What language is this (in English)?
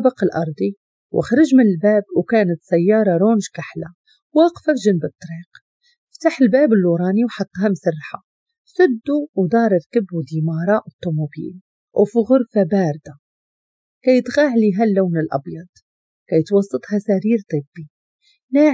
Moroccan Arabic